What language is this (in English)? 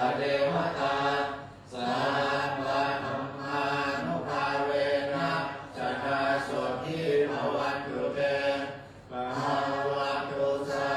Pali